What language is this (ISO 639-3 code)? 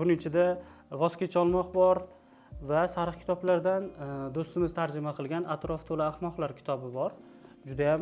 uzb